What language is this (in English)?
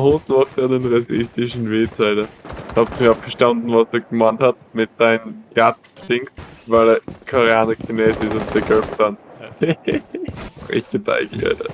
Bavarian